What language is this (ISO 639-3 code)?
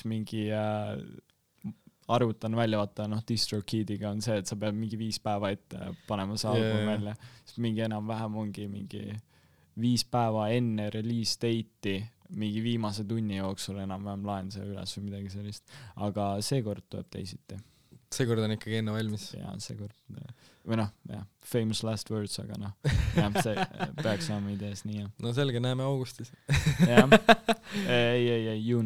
est